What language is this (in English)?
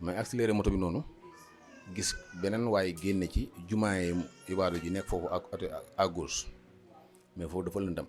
Wolof